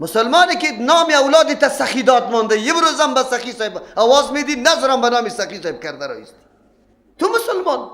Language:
Persian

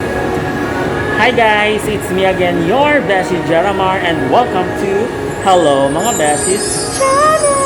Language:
Hiligaynon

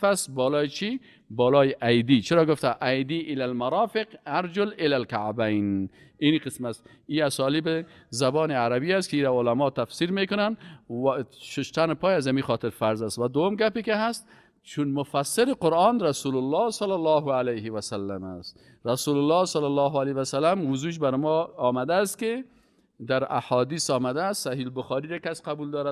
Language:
Persian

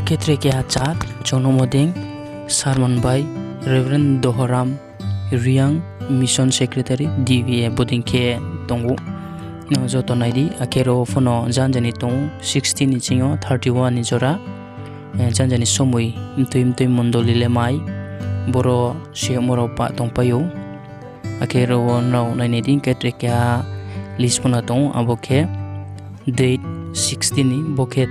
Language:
Riang (India)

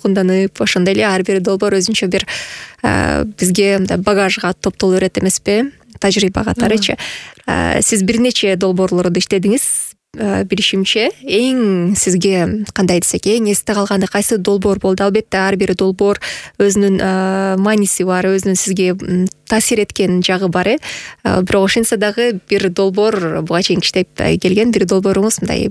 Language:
Kyrgyz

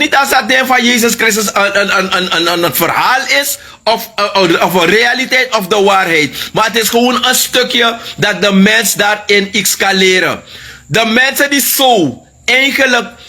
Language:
Sranan Tongo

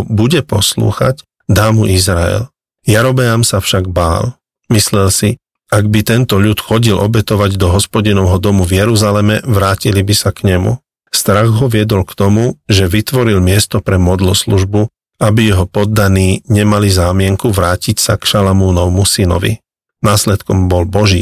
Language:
Slovak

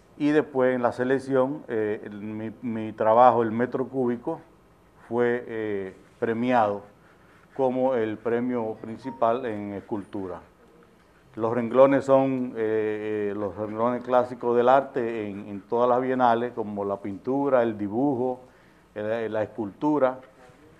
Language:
Spanish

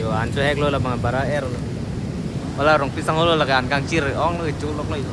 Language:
Karbi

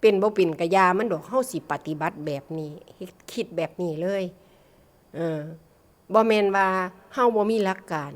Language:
Northeastern Thai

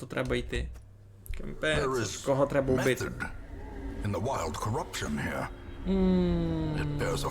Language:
Rusyn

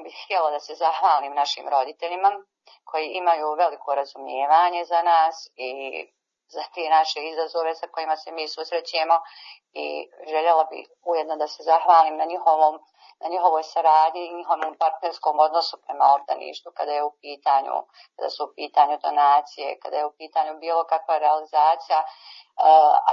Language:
Bosnian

